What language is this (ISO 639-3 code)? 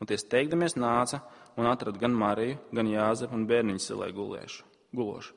lav